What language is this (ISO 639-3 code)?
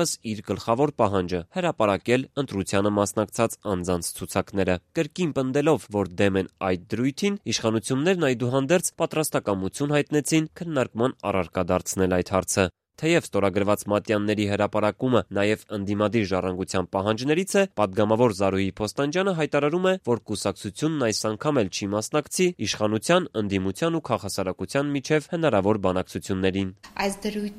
hye